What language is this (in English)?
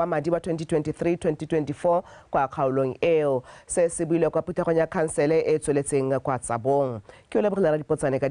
Tswana